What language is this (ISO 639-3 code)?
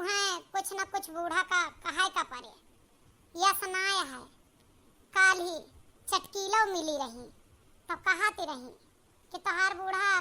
awa